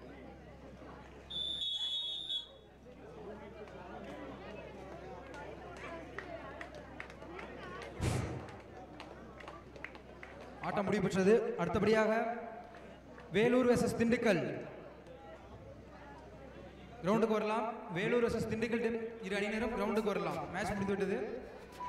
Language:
Tamil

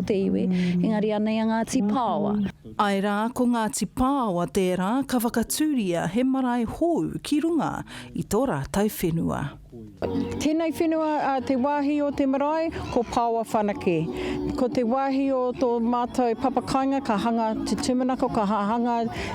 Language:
Māori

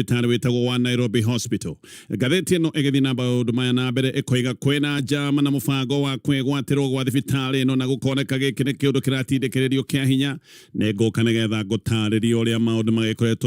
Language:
Kikuyu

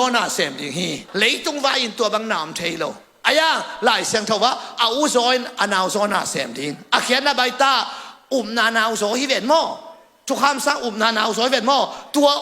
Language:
Tedim Chin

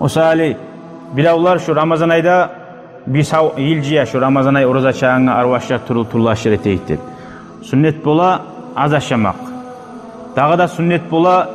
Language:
Kumyk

